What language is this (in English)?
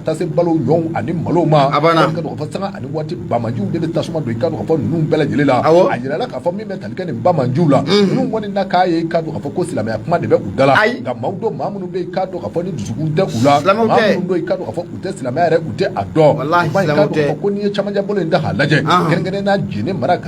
Bambara